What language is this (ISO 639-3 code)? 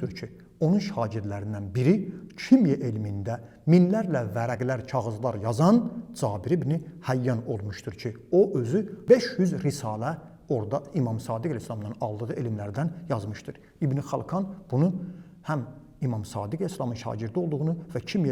aze